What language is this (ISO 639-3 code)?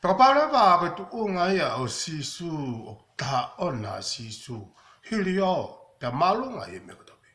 ton